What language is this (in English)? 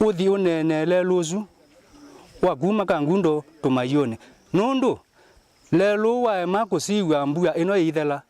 Kamba